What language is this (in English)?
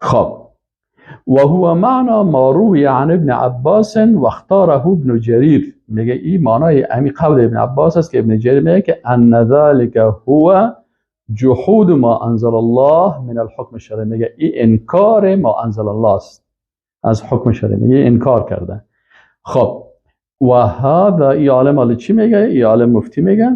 Persian